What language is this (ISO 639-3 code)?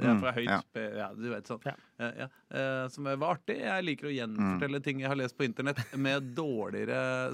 nor